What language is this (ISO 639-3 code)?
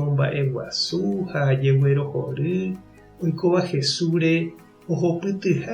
grn